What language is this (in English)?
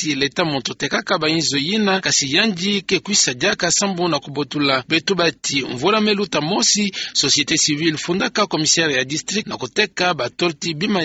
Kituba (Democratic Republic of Congo)